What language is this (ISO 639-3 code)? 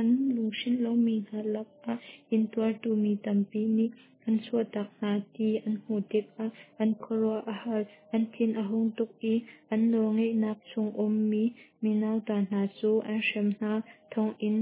cnh